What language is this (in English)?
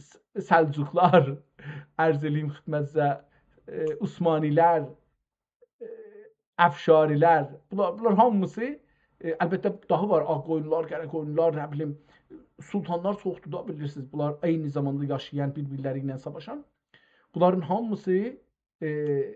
South Azerbaijani